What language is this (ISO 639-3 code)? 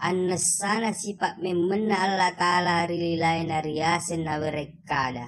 bug